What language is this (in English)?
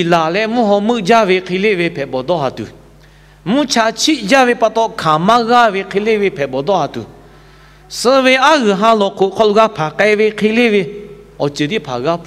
Lahu